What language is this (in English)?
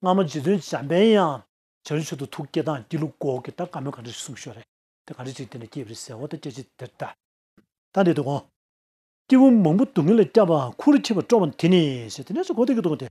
Tibetan